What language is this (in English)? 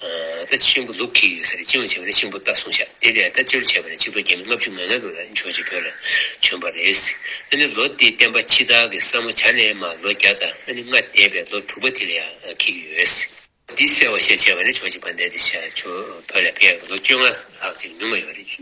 Tibetan